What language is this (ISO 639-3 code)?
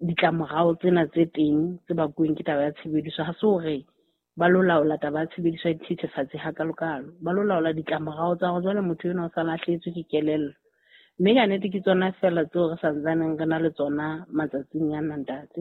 sot